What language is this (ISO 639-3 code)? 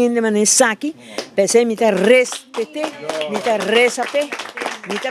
pap